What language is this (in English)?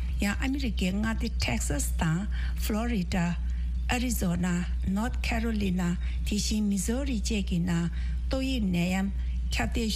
Tibetan